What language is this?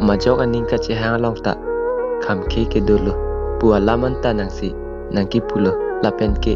Karbi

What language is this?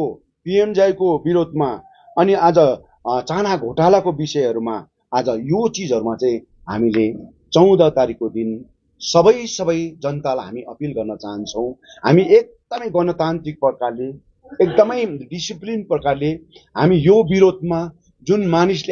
Nepali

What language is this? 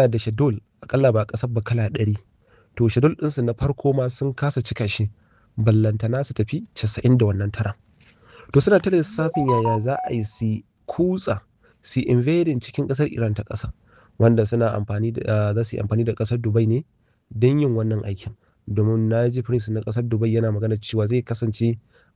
Hausa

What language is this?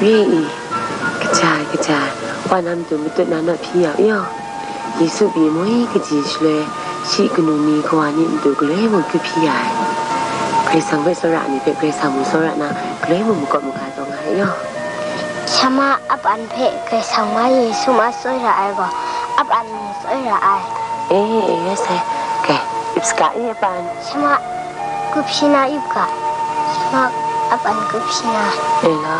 Kachin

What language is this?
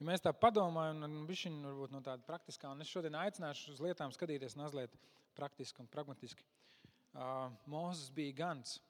Latvian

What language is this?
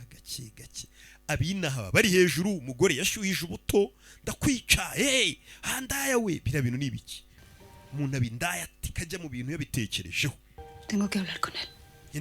Kinyarwanda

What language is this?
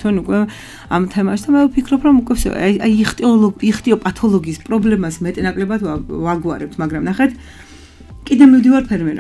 Georgian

